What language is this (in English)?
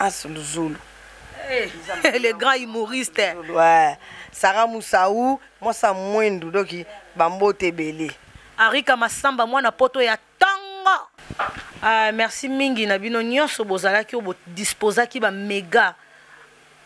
Lingala